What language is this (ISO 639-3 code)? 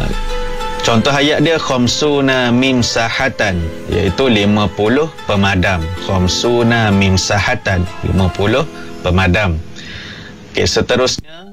msa